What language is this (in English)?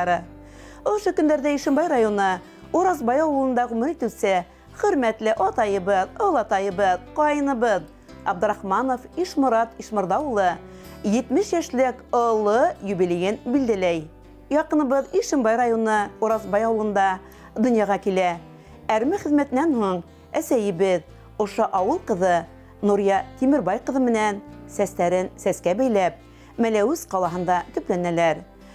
Bashkir